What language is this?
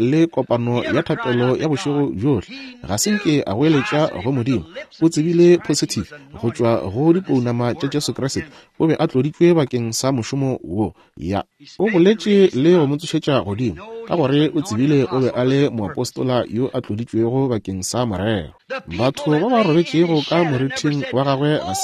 Northern Sotho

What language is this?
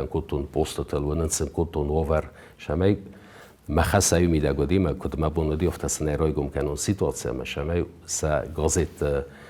Ossetic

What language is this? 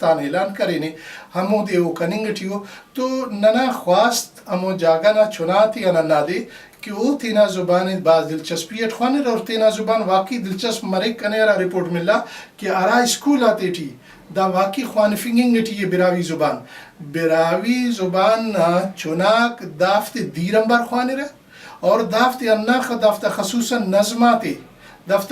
Brahui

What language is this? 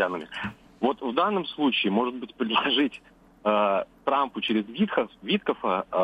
Russian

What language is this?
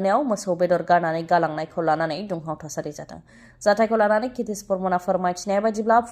Bodo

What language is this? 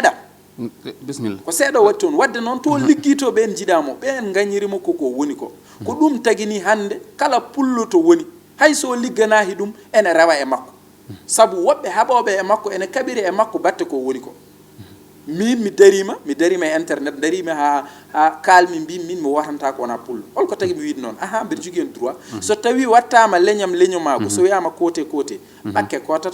Fula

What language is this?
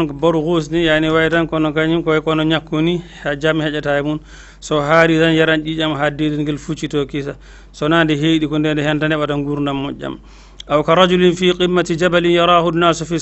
Fula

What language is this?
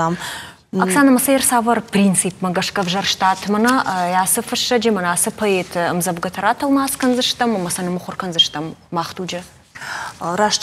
Ossetic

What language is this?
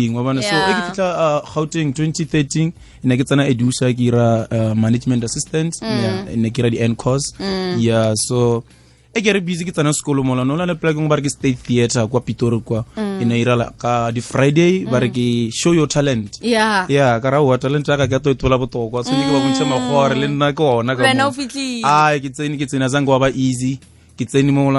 Northern Sotho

